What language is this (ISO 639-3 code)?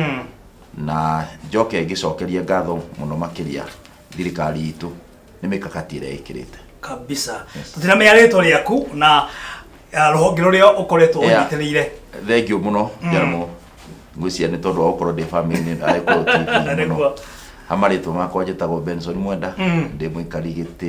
kik